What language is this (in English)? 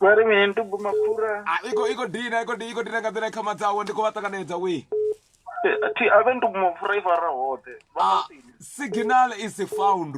Venda